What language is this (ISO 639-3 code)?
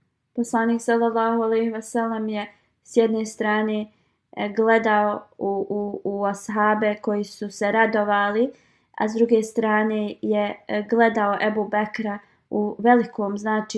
bos